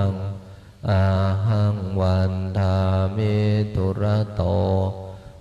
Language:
Pali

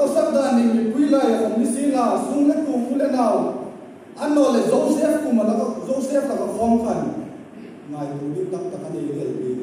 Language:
Hmar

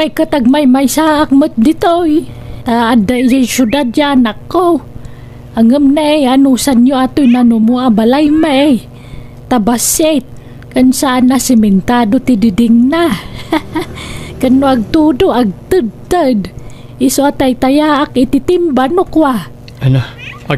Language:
Iloko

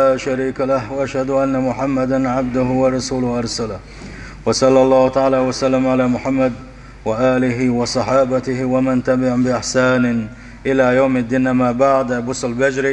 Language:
Chechen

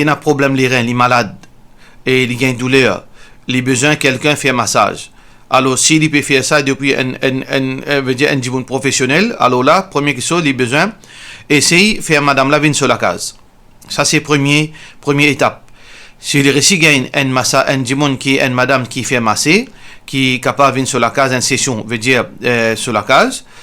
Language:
Morisyen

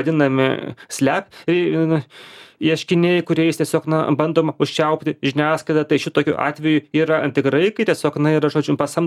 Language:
Lithuanian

